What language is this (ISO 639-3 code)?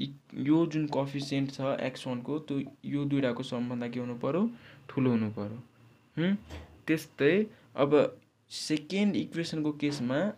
nep